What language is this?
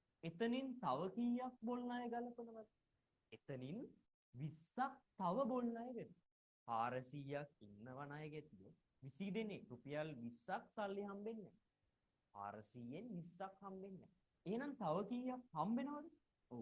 Sinhala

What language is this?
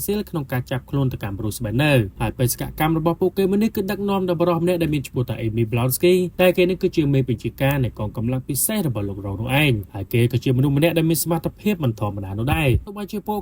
Khmer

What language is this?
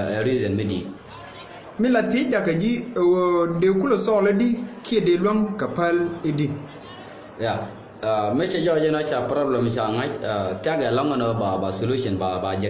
Nuer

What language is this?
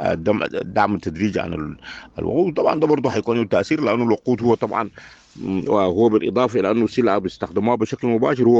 Sudanese Arabic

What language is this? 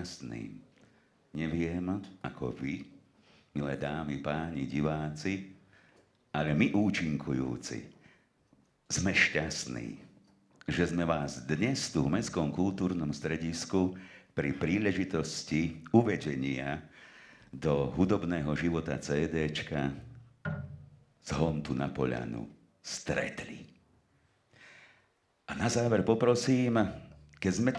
Slovak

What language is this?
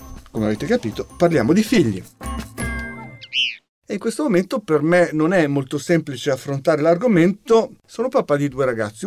Italian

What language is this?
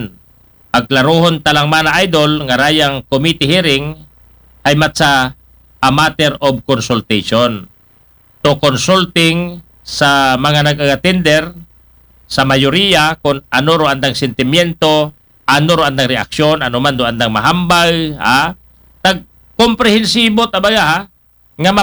Aklanon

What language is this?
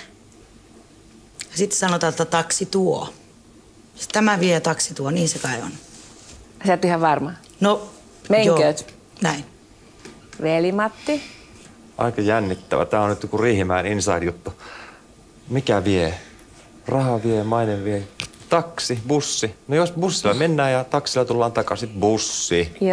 Finnish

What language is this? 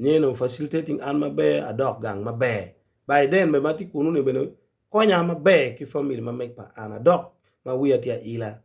Acoli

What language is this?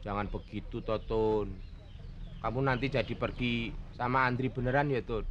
Betawi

